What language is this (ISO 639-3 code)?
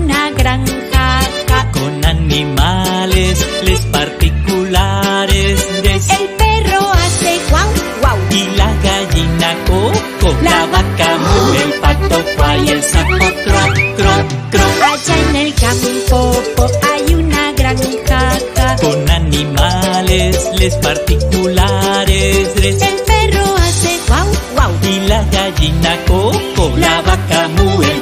spa